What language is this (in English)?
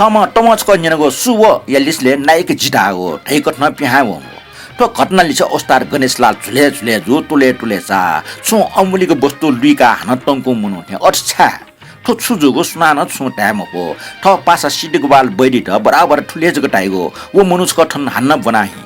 Newari